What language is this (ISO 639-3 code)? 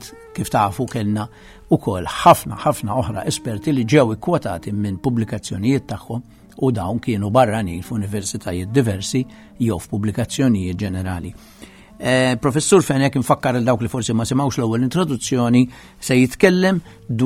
mlt